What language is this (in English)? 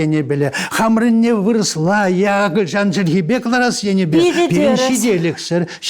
Chuvash